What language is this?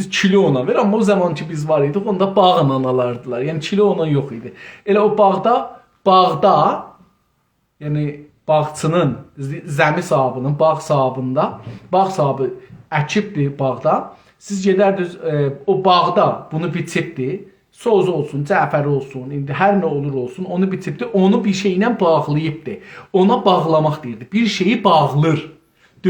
South Azerbaijani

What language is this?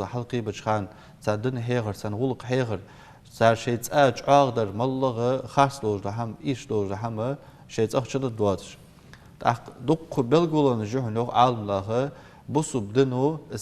Ingush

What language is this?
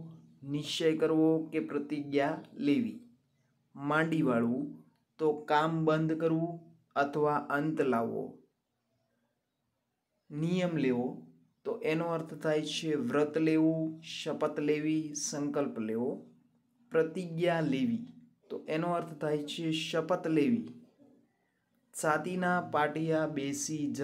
Gujarati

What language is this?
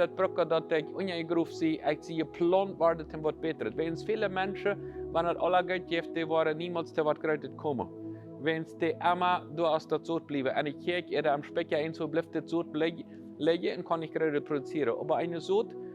Plautdietsch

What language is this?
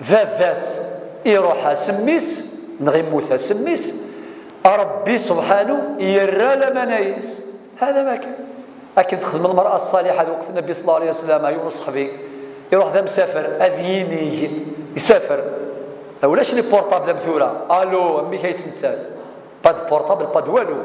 Kabyle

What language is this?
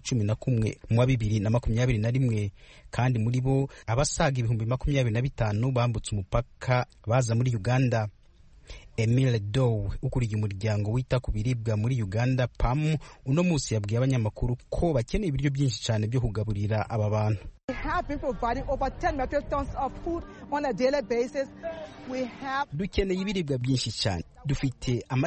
Kinyarwanda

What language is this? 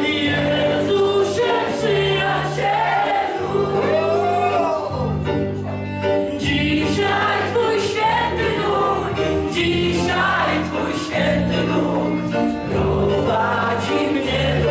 Polish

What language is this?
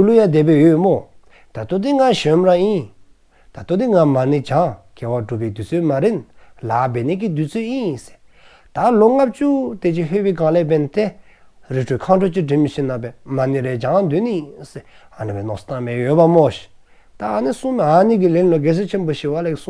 Dzongkha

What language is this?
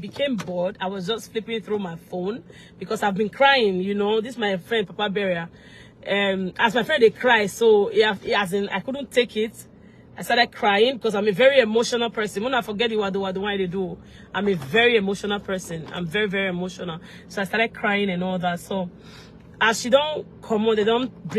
Nigerian Pidgin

